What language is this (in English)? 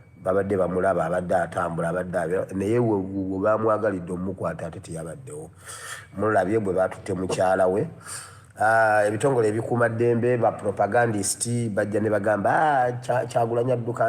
Ganda